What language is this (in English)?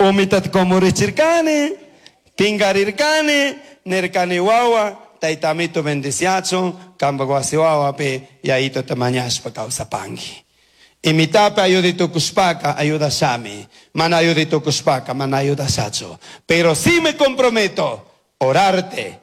Chimborazo Highland Quichua